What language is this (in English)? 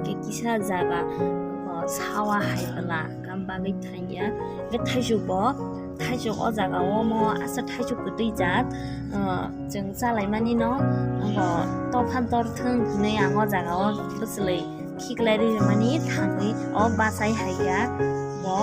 Kok Borok